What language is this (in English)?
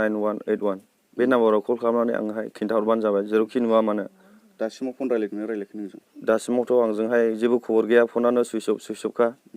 Bodo